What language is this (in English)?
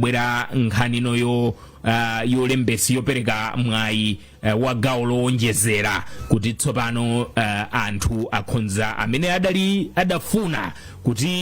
Nyanja